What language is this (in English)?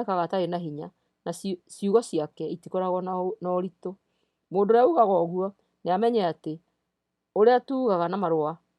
Kikuyu